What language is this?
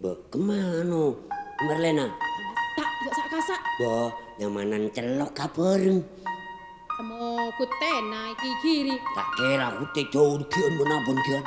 Madurese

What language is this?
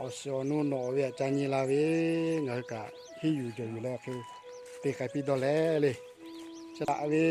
Lahu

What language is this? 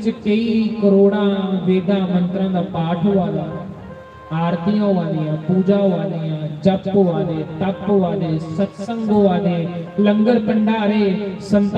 Dogri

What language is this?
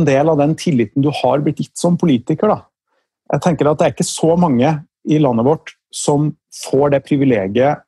Norwegian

